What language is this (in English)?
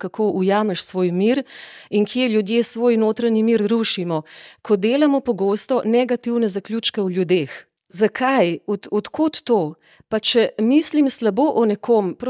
Slovenian